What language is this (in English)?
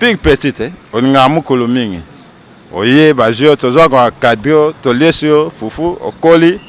Lingala